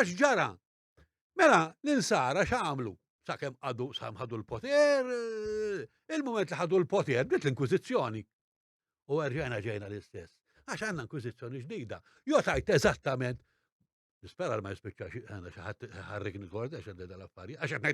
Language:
Maltese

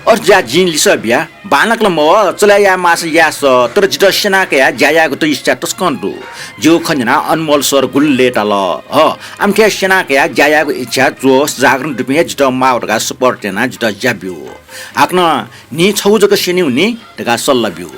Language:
Newari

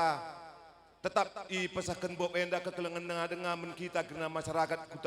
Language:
Batak Karo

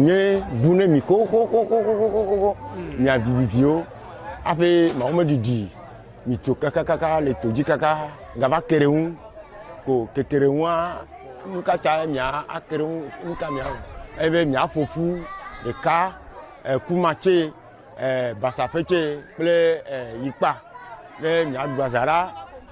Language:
Ewe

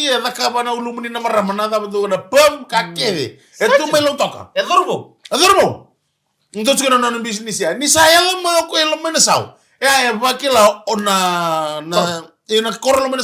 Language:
Fijian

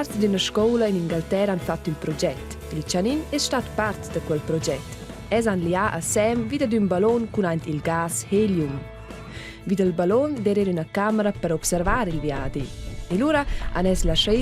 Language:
Romansh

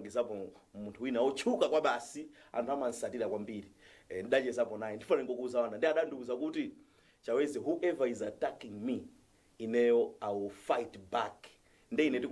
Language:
Nyanja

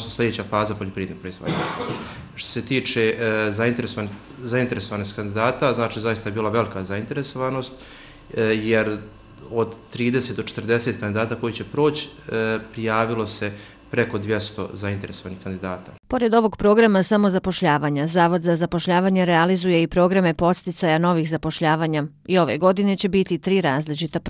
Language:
Bosnian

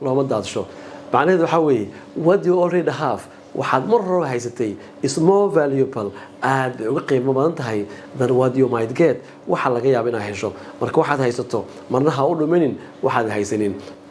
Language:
Somali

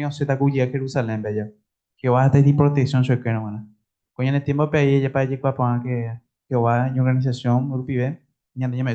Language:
Guarani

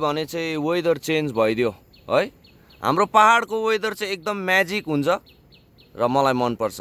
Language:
Nepali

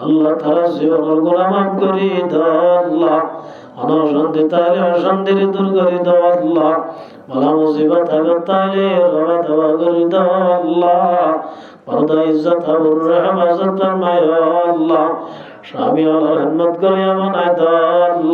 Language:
Rohingya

